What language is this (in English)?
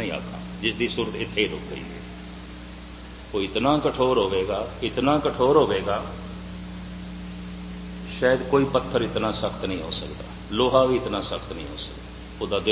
Punjabi